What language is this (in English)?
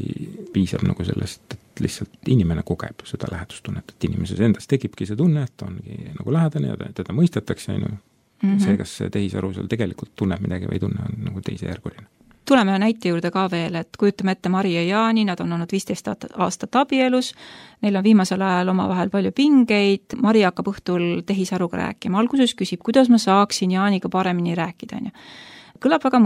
Estonian